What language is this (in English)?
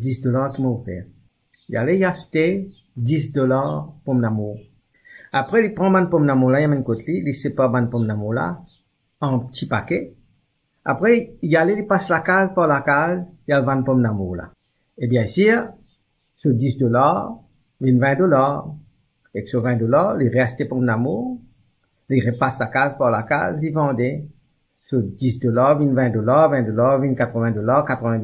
Morisyen